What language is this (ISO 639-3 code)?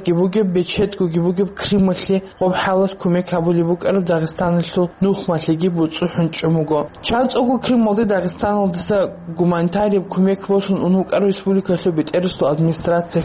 ava